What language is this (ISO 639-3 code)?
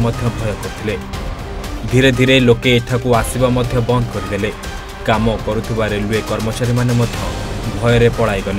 ori